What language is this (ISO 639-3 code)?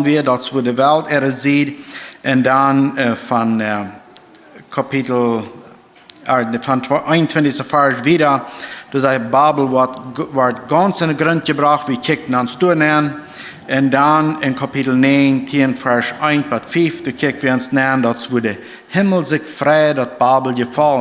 pdt